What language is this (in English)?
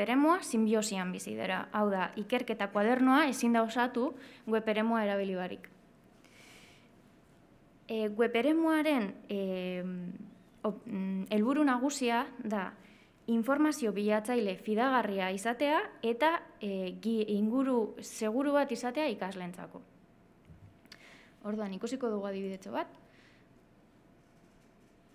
Basque